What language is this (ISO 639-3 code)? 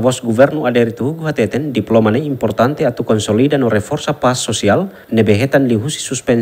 tet